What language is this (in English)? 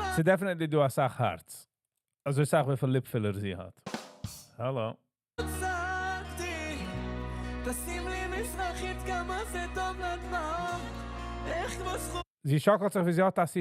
Yiddish